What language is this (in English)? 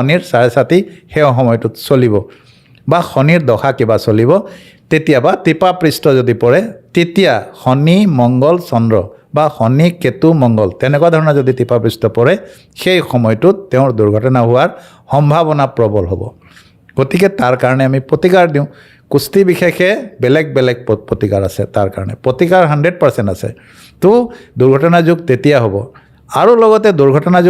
Assamese